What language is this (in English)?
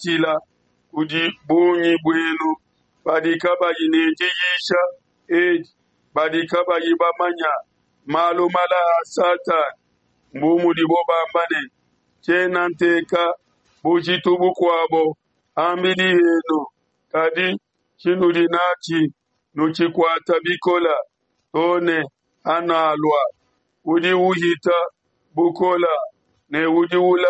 Luba-Lulua